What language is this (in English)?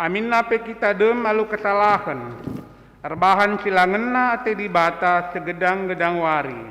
Batak Karo